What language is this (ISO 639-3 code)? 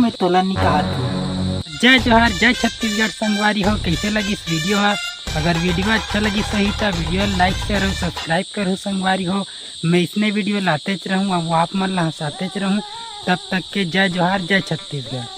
hne